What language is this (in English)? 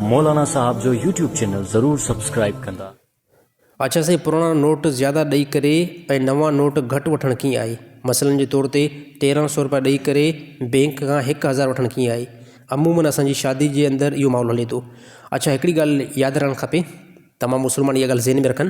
Sindhi